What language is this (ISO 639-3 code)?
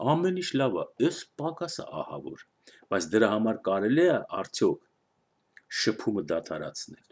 hye